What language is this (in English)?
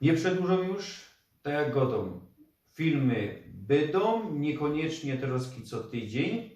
Silesian